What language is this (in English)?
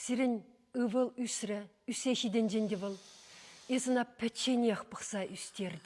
Chuvash